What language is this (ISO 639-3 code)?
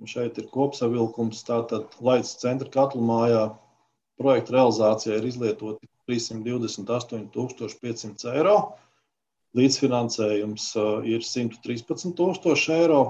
lav